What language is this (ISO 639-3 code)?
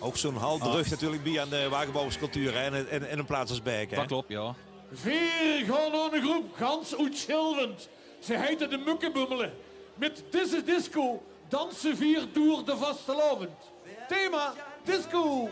lim